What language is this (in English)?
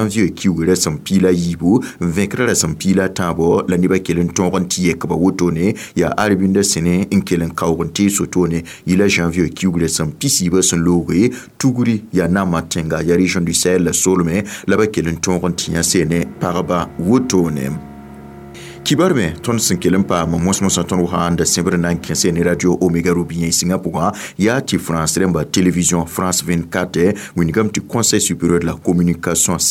Mossi